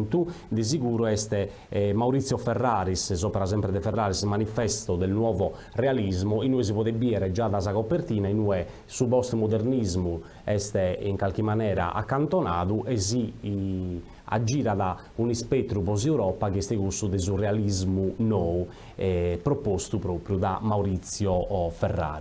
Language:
Sardinian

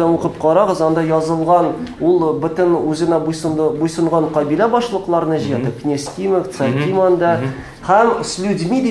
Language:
Tatar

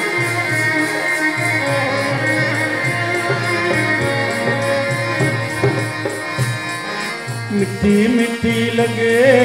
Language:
Punjabi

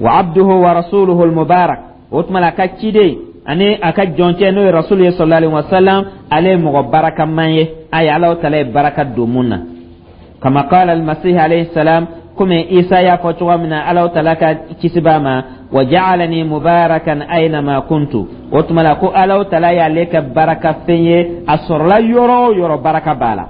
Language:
Dyula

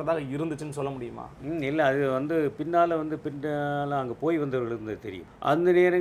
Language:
Tamil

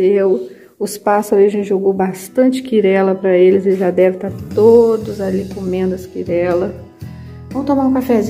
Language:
Portuguese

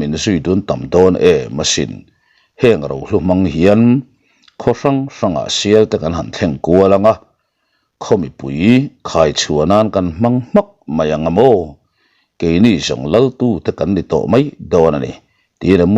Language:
Mizo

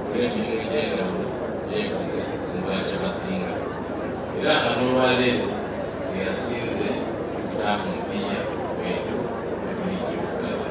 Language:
Soga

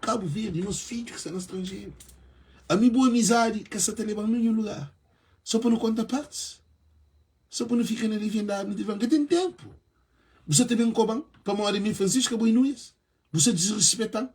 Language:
Kabuverdianu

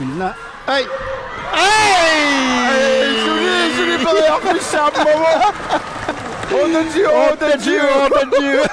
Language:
Kalaallisut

